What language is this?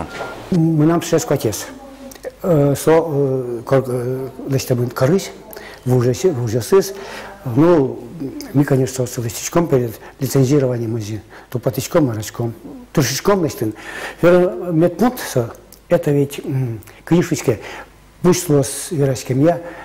Udmurt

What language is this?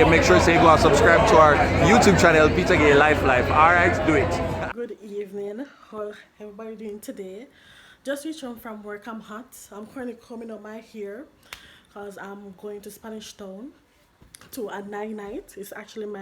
Jamaican Creole English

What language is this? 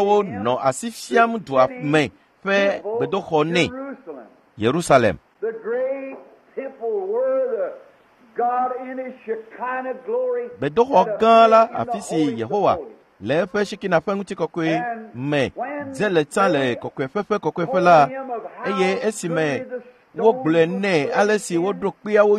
Ewe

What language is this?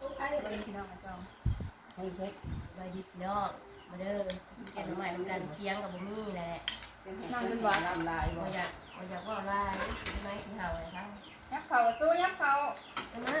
Northeastern Thai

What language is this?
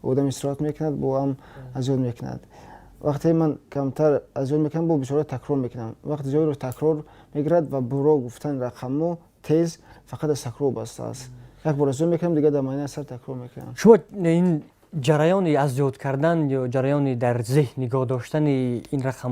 Tajik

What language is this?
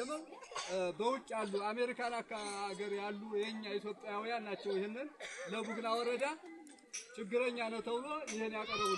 Amharic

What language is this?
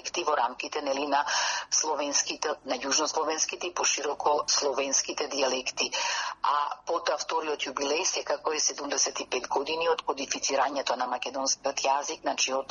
Macedonian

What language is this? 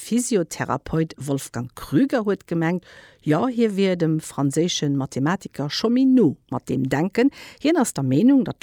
Luxembourgish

